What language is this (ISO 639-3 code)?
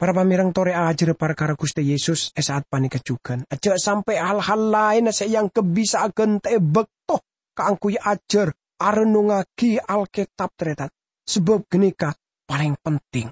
mad